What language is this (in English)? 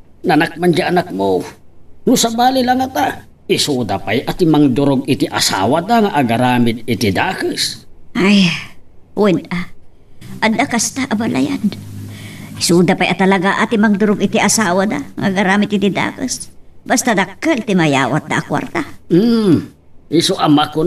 Iloko